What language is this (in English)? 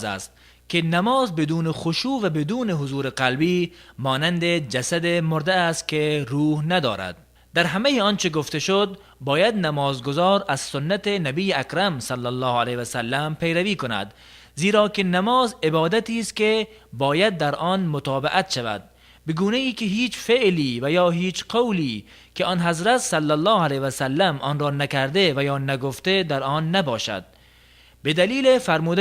Tajik